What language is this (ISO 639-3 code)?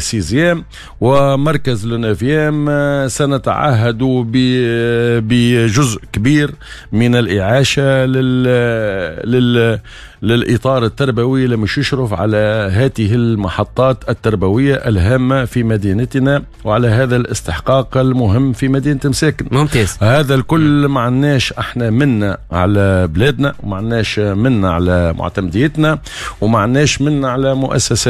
aeb